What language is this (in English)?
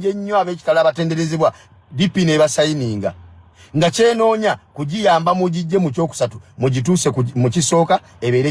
Ganda